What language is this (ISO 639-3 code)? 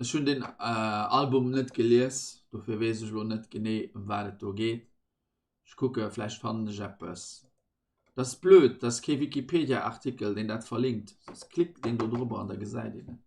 ltz